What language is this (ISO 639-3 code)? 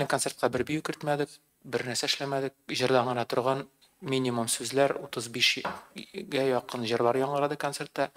tat